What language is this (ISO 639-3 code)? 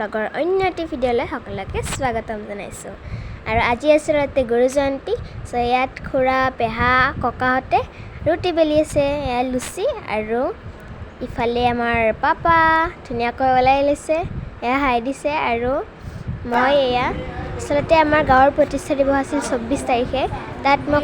asm